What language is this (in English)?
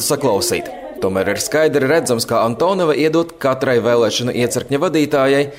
Latvian